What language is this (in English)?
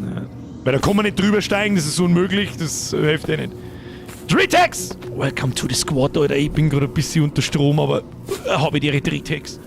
Bavarian